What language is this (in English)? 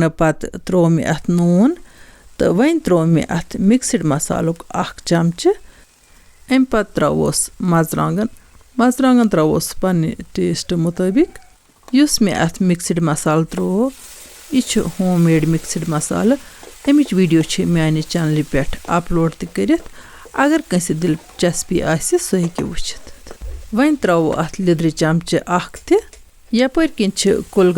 Kashmiri